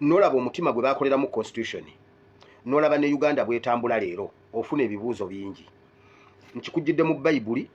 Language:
Ganda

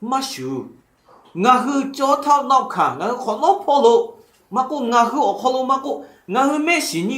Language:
Lahu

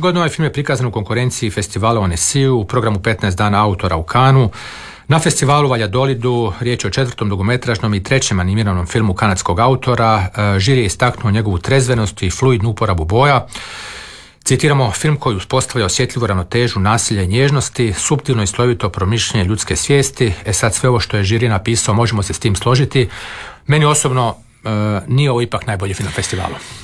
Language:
Croatian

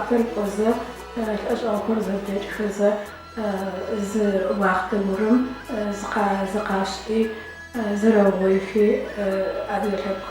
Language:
Adyghe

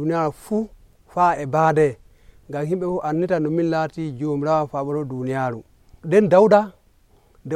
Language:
Nigerian Fulfulde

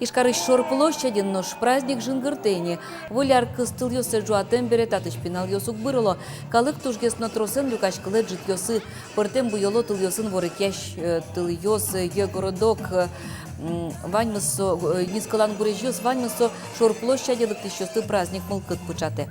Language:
Udmurt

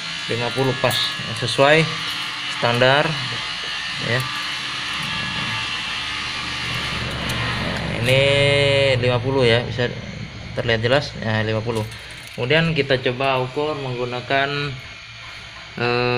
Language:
Indonesian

